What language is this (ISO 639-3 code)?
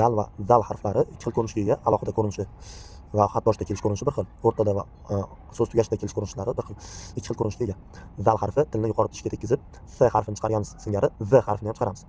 uzb